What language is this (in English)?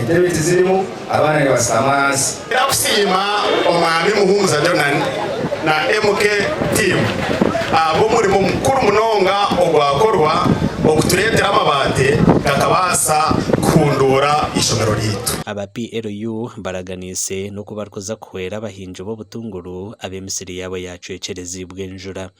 Nyankole